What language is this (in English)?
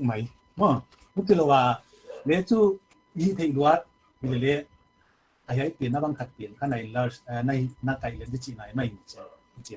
Paite Chin